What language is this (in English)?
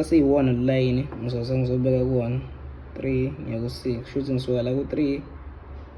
Zulu